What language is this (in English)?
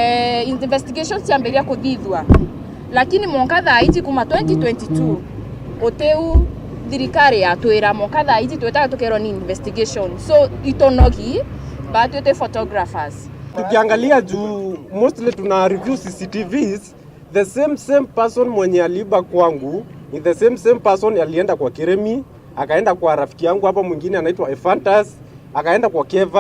Meru